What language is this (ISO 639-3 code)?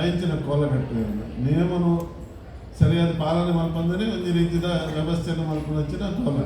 tcy